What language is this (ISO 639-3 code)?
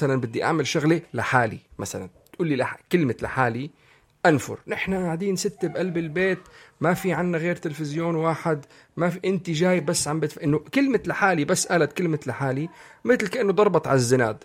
apc